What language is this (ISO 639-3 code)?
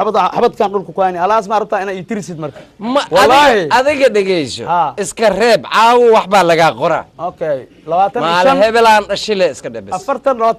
som